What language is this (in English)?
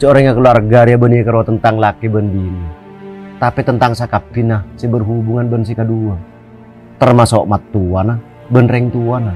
Madurese